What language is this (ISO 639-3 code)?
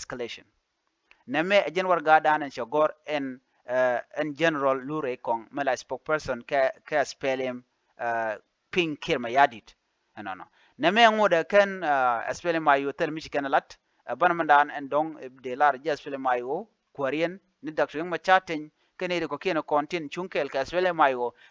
nus